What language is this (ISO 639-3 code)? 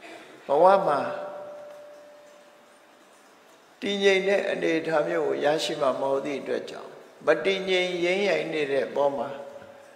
mya